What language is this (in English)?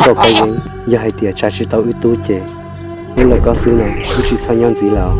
Hmong